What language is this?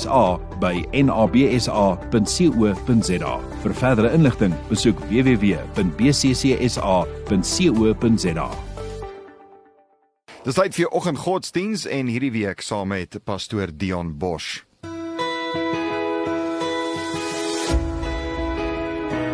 Afrikaans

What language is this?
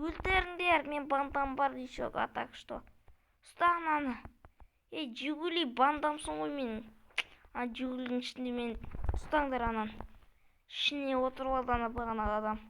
Kazakh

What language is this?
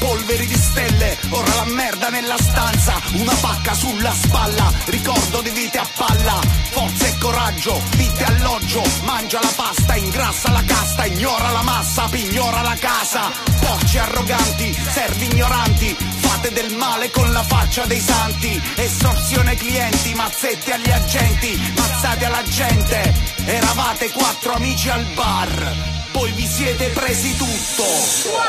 Italian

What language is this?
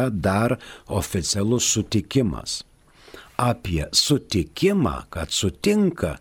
Lithuanian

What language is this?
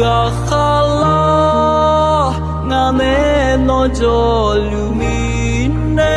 Akha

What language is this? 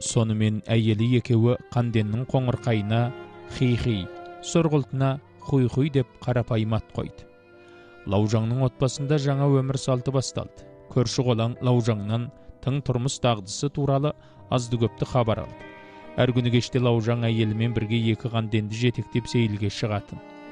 Kazakh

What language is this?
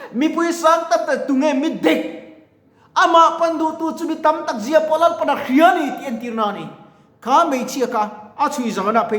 Mizo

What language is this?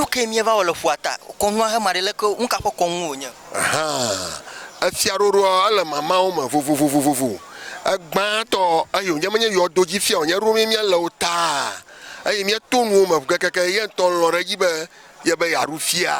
Ewe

